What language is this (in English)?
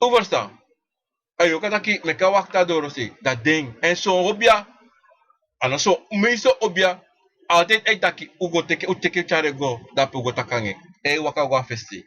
Sranan Tongo